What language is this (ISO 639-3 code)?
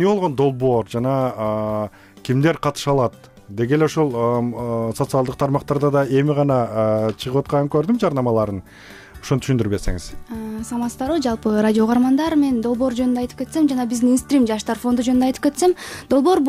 kir